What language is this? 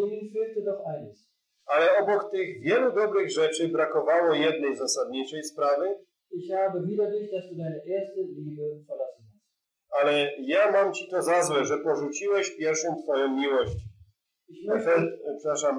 Polish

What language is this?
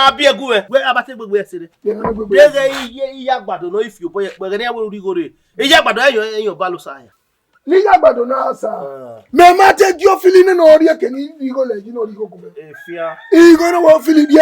Bini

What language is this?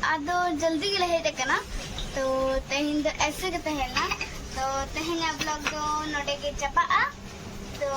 Santali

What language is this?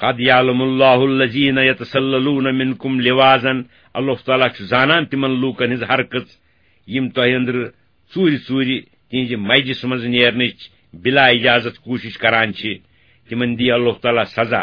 Kashmiri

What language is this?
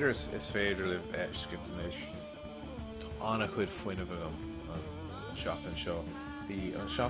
Irish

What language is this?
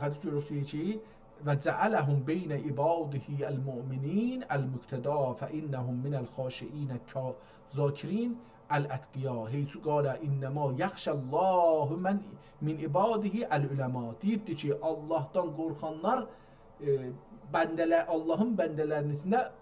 South Azerbaijani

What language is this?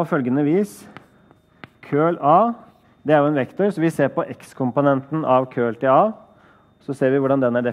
Norwegian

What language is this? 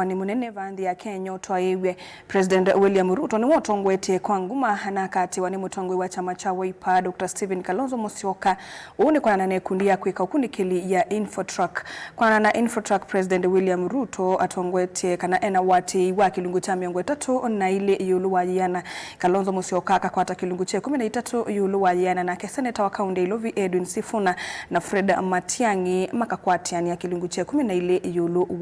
Kamba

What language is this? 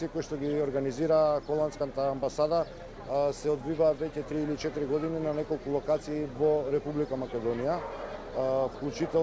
Macedonian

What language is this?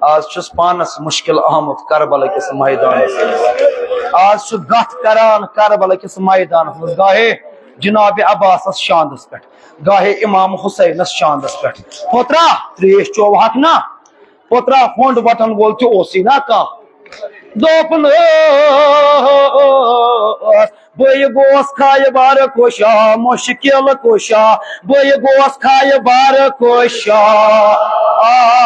Kashmiri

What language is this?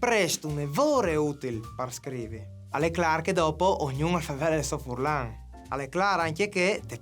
Friulian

